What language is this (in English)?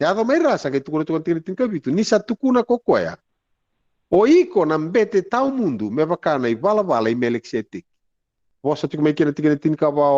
Fijian